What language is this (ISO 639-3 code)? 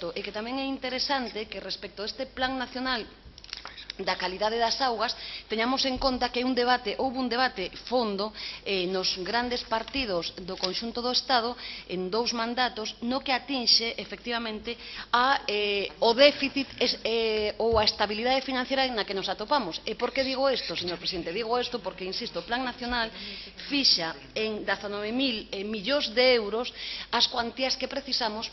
glg